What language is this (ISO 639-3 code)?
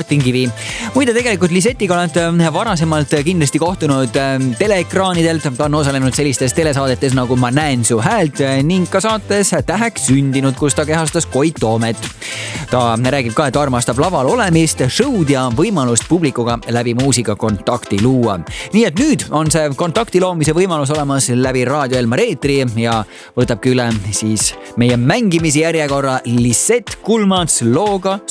est